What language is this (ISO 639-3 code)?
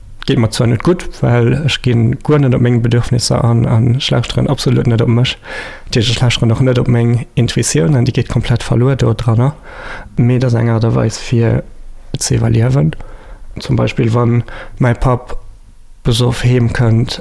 ltz